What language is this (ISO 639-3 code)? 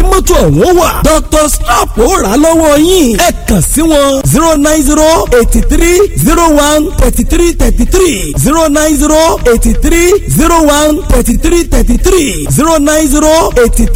yor